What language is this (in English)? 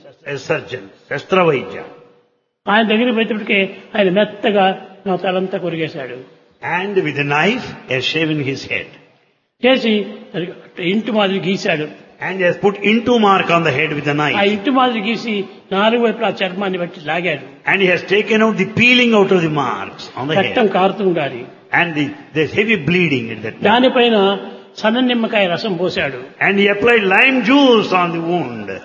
Telugu